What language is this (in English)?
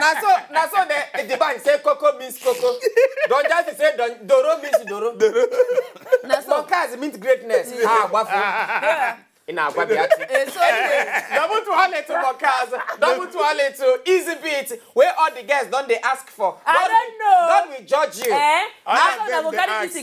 Nigerian Pidgin